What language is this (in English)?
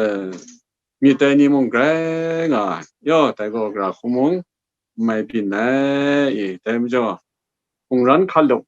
Kachin